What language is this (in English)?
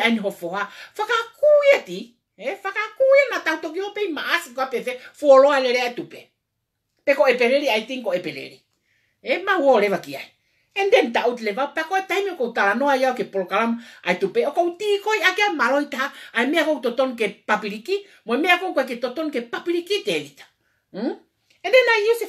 Tongan